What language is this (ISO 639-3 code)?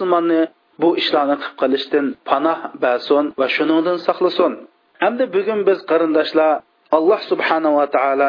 uig